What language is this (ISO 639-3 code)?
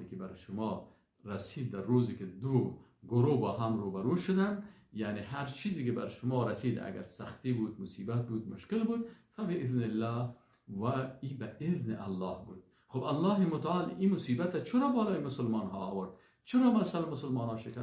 fas